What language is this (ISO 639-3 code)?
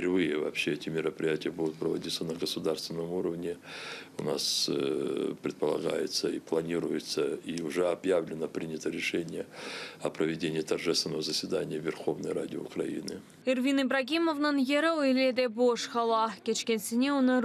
crh